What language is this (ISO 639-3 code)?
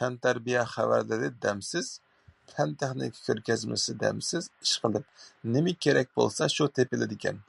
uig